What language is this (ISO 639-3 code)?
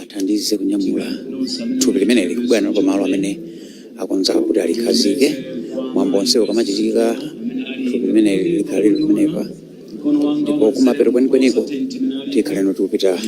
nya